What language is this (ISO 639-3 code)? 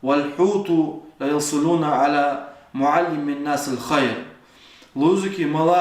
lez